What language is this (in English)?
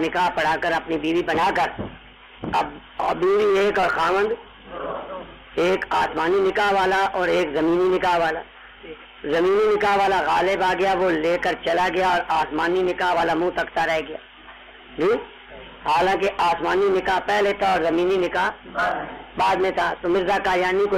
Urdu